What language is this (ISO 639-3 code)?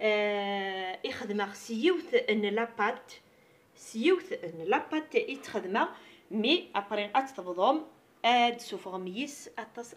kab